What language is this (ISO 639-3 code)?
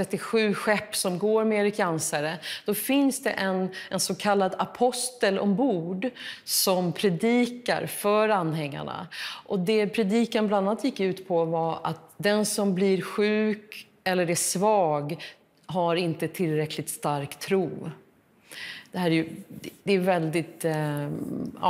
swe